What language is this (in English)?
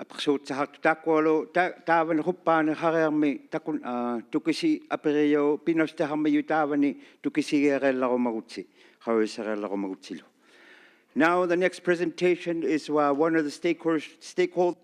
Inuktitut